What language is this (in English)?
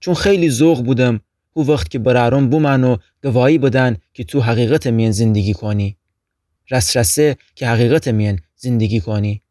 Gilaki